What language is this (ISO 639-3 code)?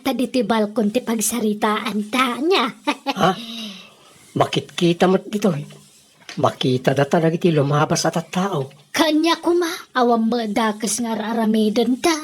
ilo